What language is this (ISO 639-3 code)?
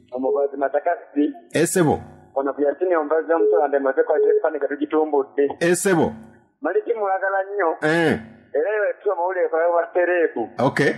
lug